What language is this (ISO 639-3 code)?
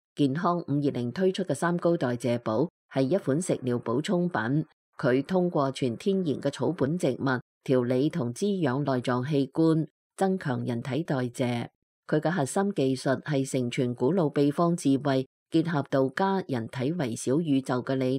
yue